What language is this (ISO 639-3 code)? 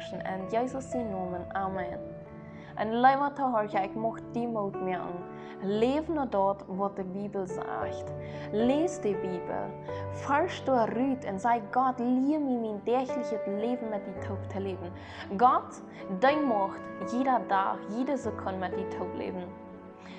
pdt